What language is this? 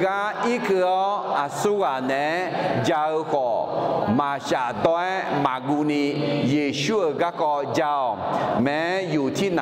Akha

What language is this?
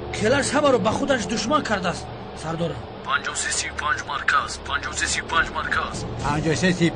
Tajik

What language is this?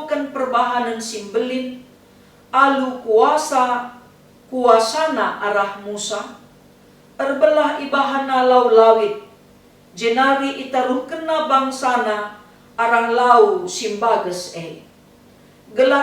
Batak Karo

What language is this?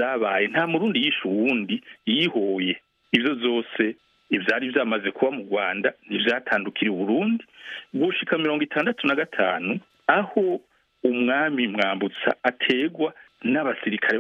Rundi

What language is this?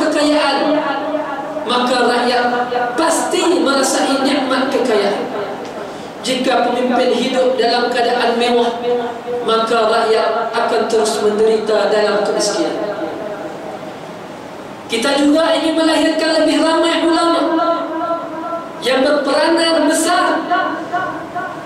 Malay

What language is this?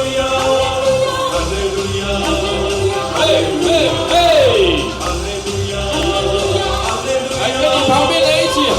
Min Nan Chinese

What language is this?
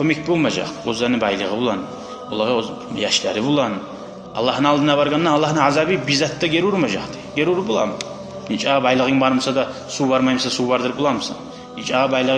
Kumyk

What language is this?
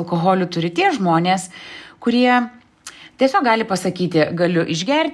Lithuanian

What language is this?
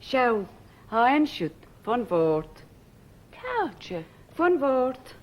Scottish Gaelic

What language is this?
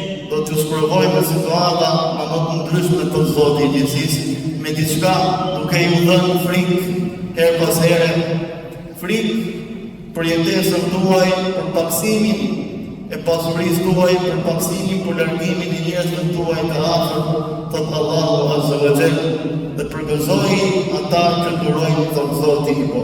Albanian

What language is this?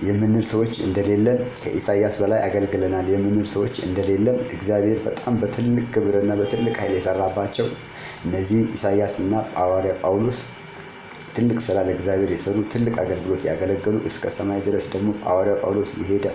Amharic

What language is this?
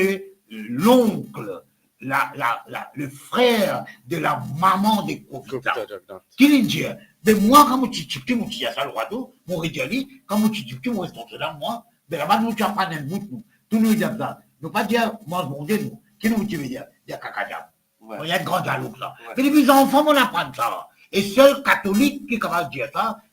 Morisyen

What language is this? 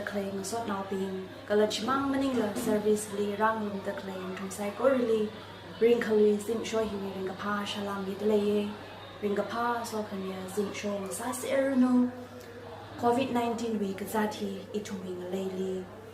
Tangkhul Naga (India)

